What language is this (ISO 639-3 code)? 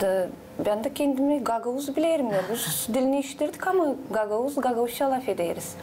gag